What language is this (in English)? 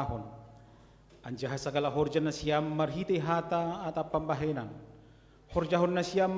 Batak Simalungun